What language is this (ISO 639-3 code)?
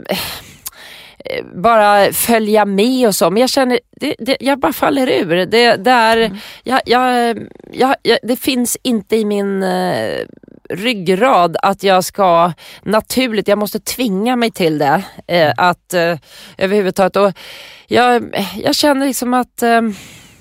swe